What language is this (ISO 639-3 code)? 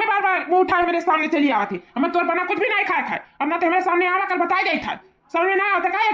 awa